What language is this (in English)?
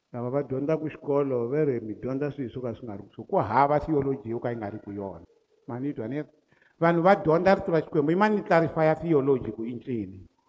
Tsonga